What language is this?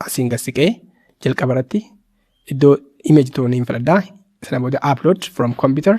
Oromo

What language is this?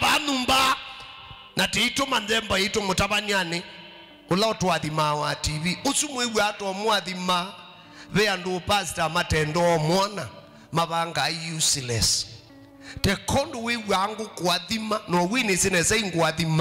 Kamba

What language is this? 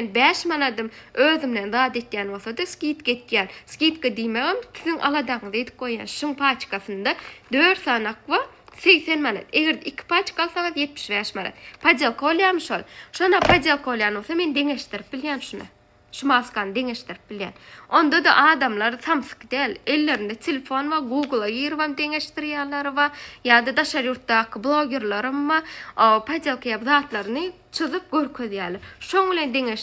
Turkmen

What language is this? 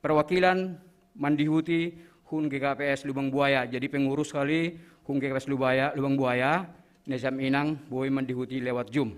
Batak Simalungun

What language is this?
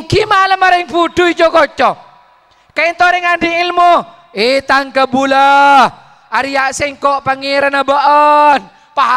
Madurese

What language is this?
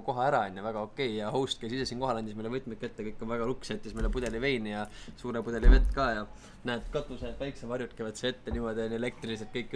Estonian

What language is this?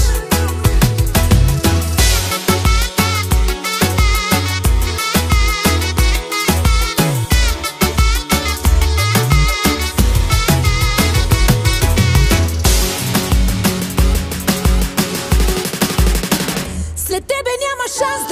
Bulgarian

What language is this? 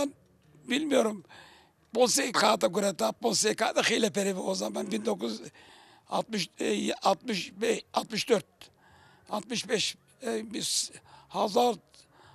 Zaza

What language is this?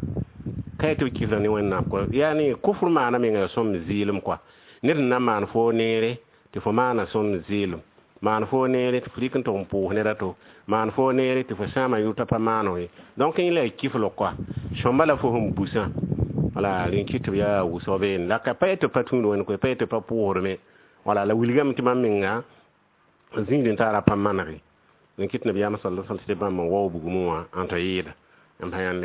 Mossi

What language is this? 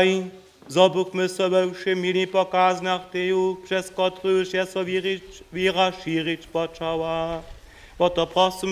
Upper Sorbian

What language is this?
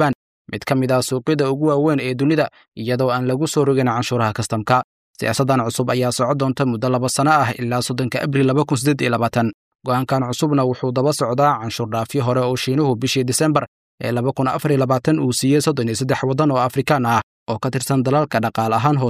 Somali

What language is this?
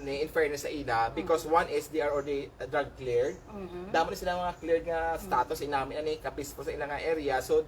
Hiligaynon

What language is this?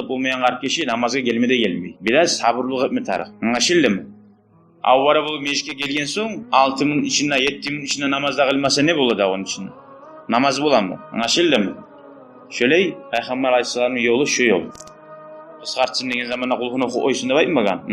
Kumyk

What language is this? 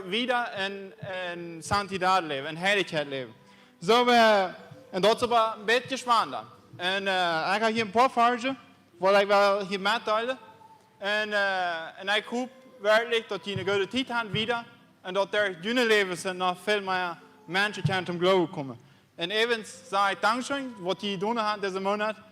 Plautdietsch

